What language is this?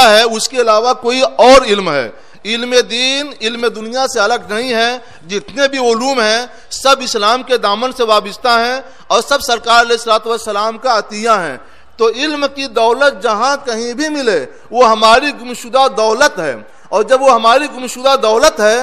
Urdu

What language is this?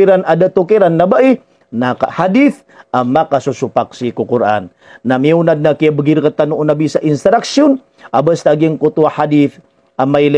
Maranao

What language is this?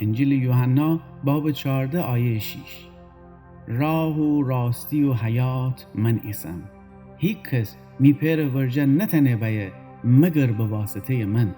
Gilaki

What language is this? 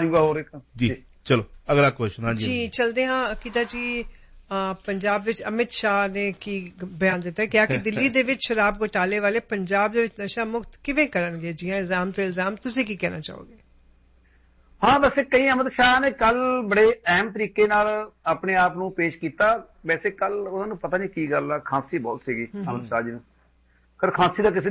Punjabi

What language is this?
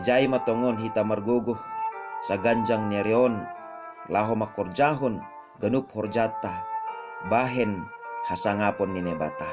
Batak Simalungun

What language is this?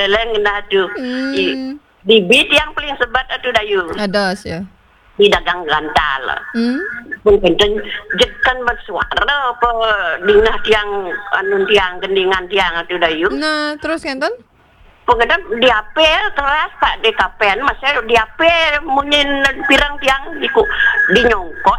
Balinese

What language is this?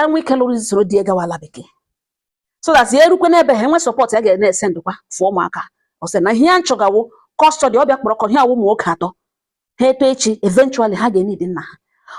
Igbo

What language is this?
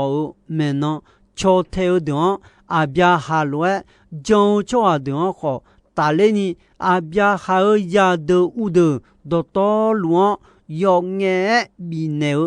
Akha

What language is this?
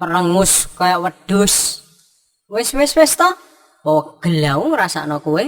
Javanese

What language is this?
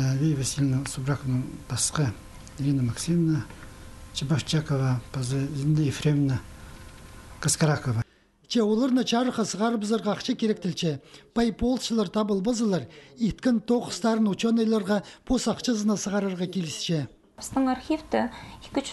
Khakas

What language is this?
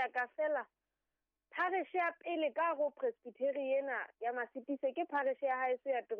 Southern Sotho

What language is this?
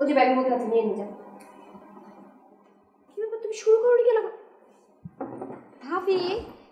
Bangla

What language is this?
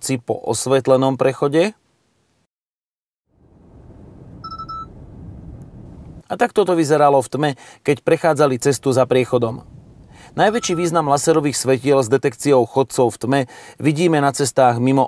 Slovak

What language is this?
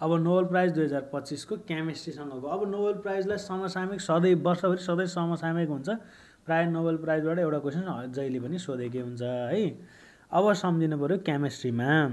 Nepali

